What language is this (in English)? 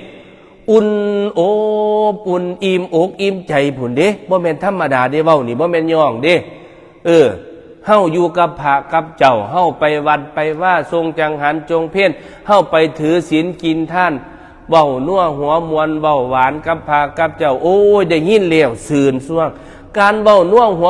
Northeastern Thai